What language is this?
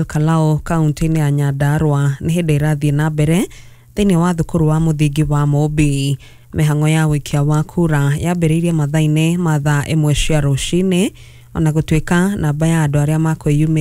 Kikuyu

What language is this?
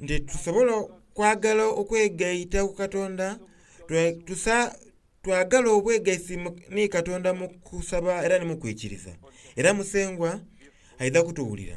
Soga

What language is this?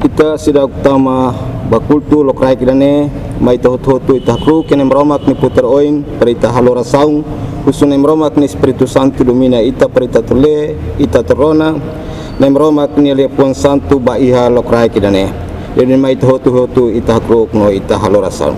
Tetum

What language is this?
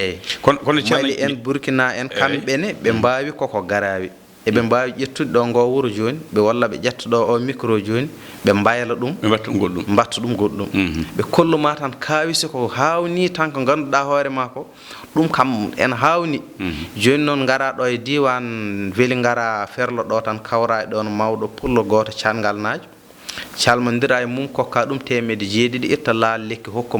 Fula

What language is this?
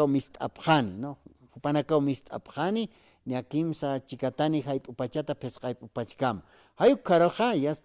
Aymara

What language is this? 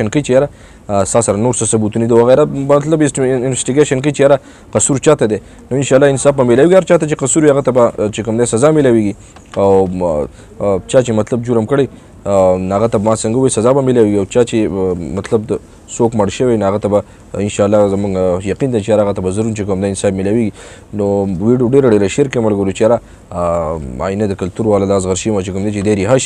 Pashto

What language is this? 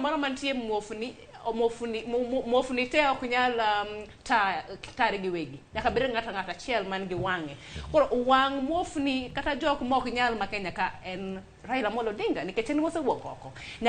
Luo (Kenya and Tanzania)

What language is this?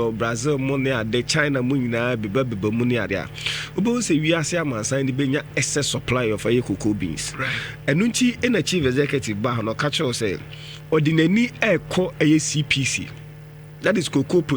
Akan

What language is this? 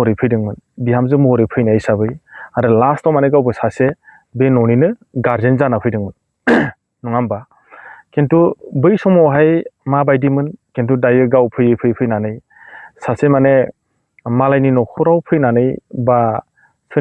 Bodo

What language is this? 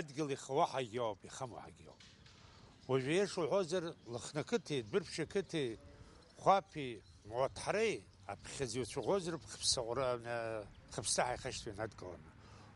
Abkhazian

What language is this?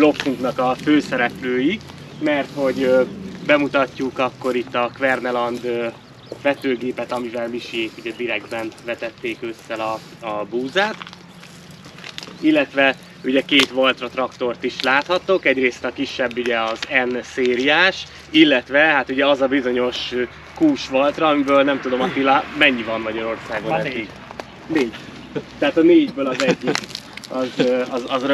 Hungarian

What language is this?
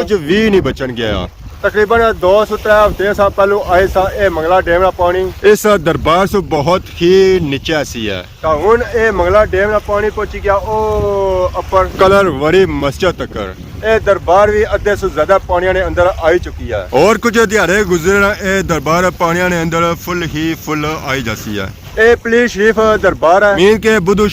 Pahari-Potwari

